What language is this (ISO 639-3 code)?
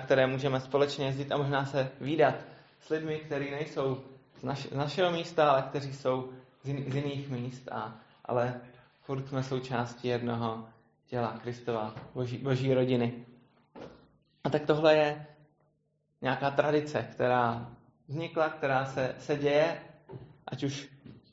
ces